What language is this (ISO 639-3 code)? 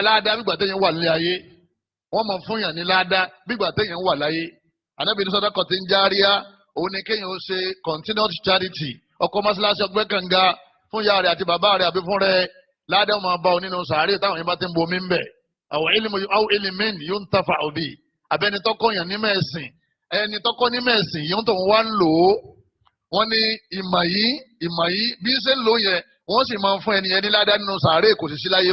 yor